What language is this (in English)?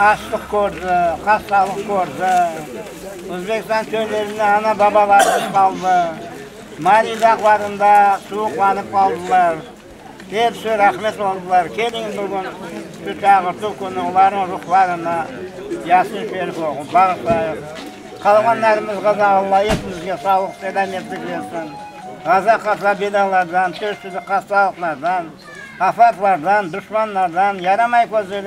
Crimean Tatar